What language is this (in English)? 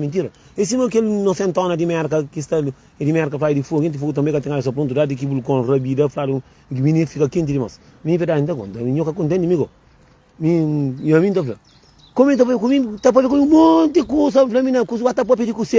Kabuverdianu